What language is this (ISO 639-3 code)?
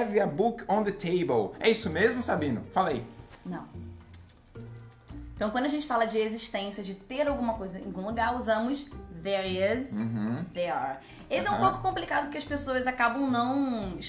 por